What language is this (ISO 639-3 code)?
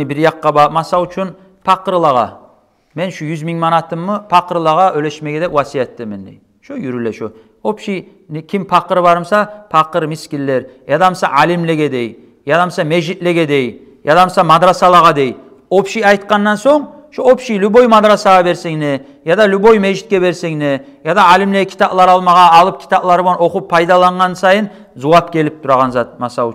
kum